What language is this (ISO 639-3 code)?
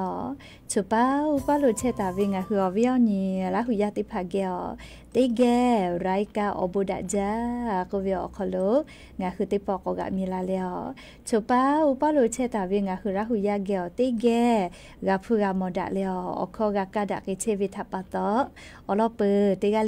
lhu